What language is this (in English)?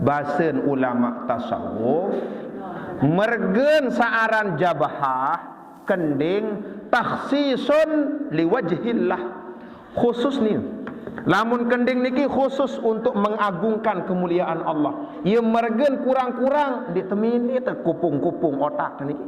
Sasak